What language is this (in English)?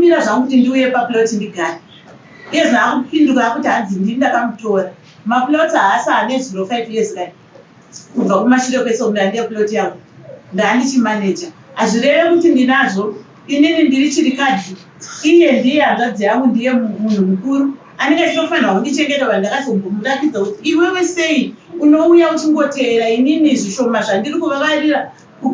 Shona